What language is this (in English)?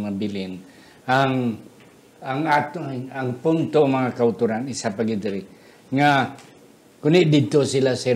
Hiligaynon